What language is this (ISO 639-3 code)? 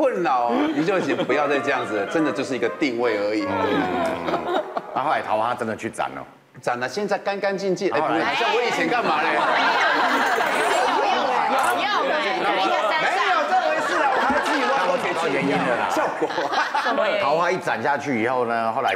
zho